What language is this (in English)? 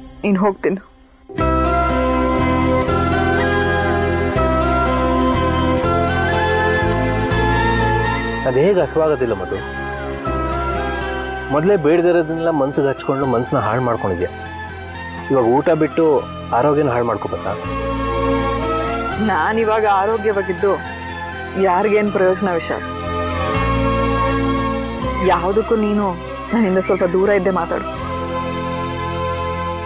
Kannada